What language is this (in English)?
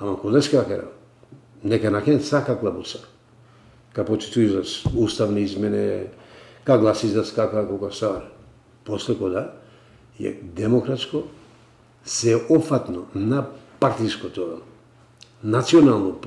Macedonian